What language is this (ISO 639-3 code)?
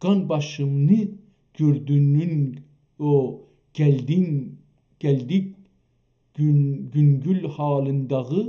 azb